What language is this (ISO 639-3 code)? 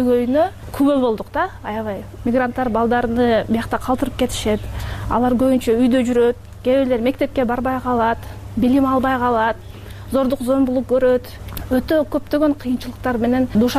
kir